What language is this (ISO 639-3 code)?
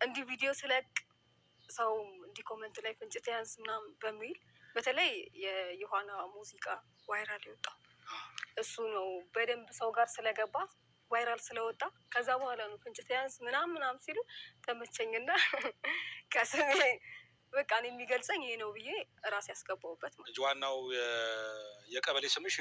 amh